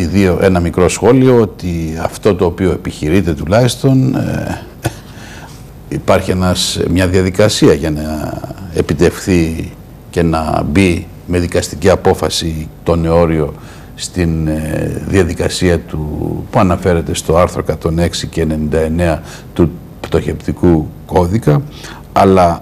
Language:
Greek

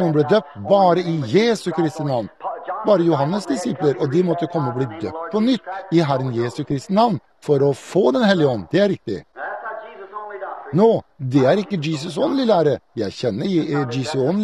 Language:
Norwegian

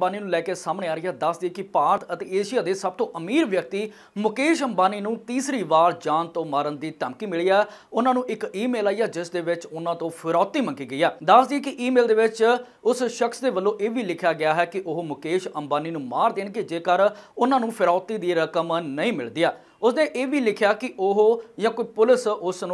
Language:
Punjabi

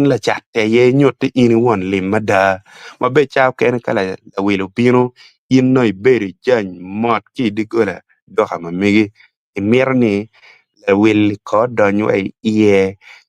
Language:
Acoli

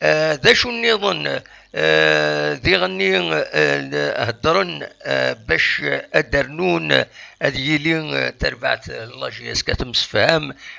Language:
Kabyle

